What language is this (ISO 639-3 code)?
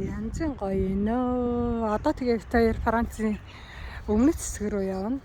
mon